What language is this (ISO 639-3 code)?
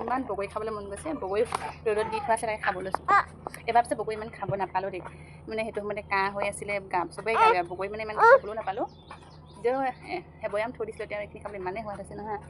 asm